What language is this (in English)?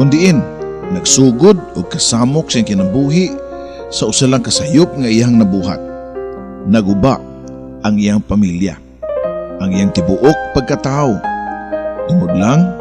Cebuano